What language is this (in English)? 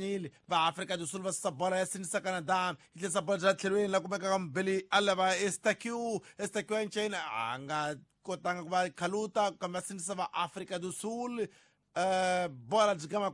Tsonga